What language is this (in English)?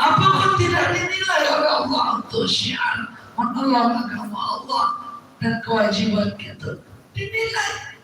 Minangkabau